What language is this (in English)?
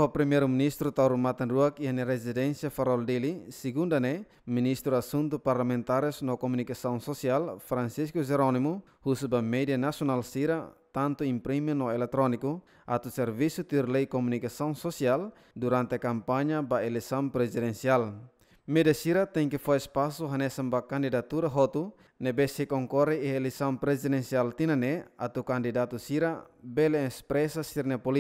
Tetum